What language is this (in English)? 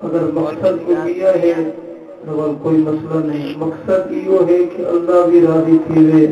Saraiki